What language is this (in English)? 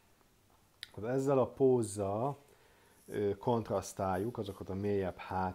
Hungarian